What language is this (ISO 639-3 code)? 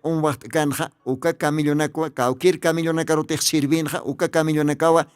aym